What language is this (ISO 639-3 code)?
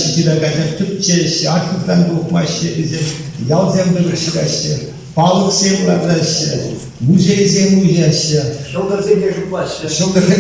chv